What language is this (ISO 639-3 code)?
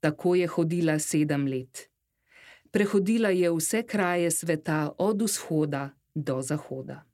slv